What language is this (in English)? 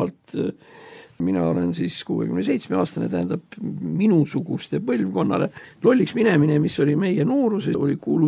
Estonian